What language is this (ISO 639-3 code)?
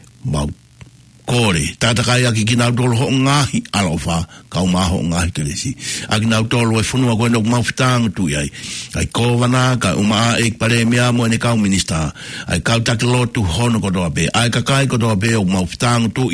ton